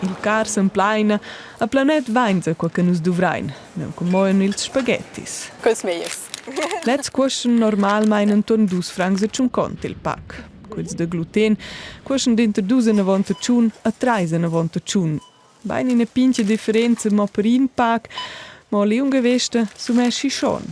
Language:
Romansh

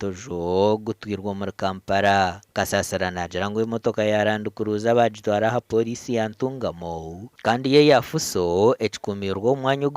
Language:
Nyankole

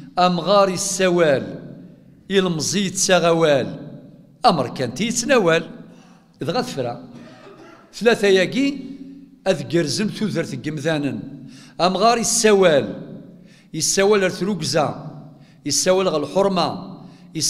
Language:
Kabyle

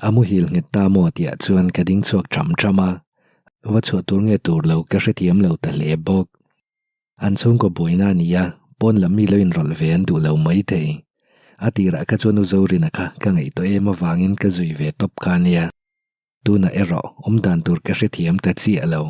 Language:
Mizo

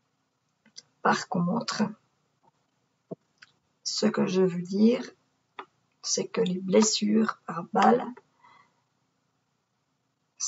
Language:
French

